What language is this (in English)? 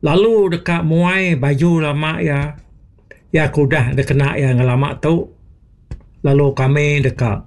Iban